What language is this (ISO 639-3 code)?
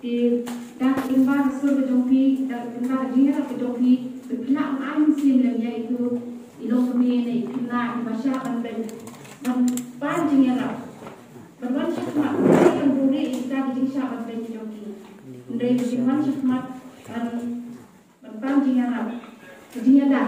kha